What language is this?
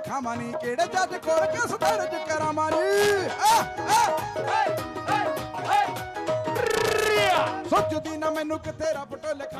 Punjabi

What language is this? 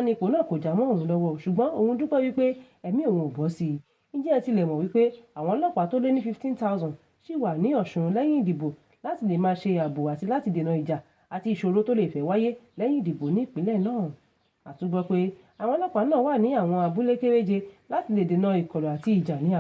Yoruba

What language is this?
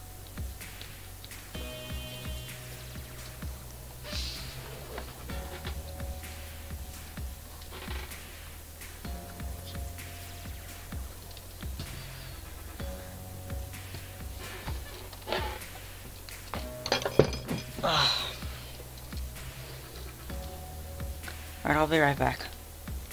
English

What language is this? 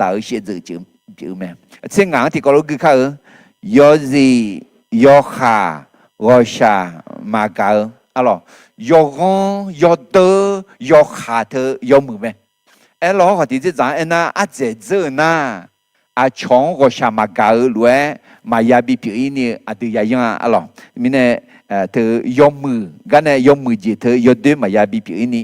Akha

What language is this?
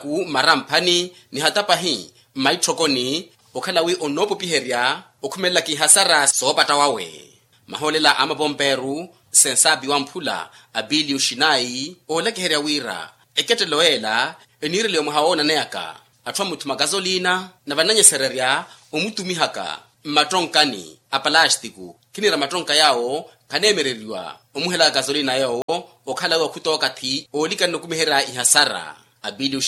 Makhuwa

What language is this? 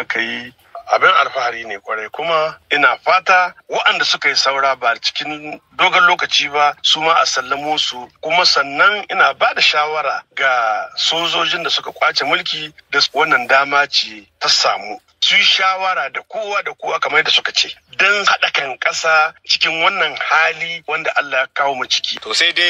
Hausa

